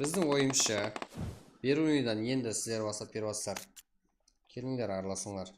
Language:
Kara-Kalpak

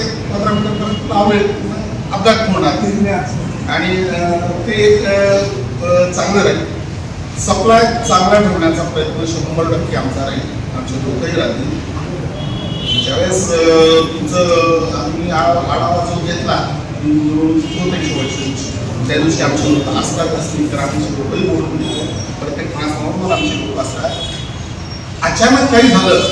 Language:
Marathi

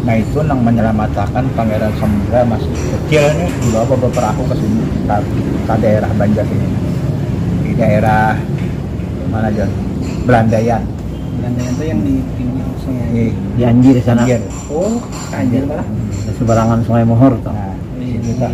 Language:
Banjar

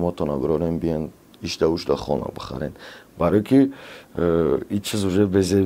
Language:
Tajik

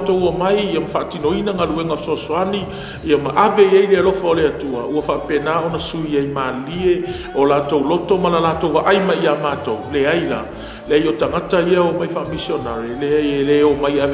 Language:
Samoan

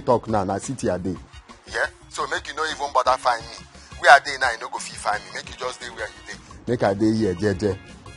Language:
Nigerian Pidgin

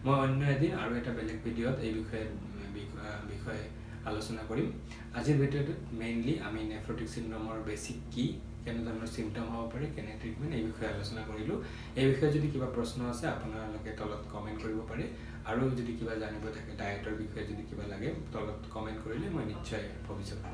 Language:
Assamese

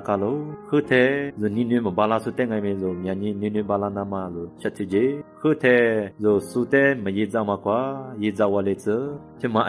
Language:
Lisu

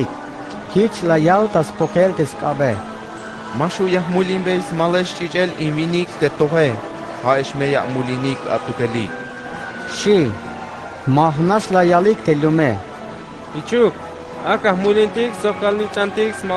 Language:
Tzeltal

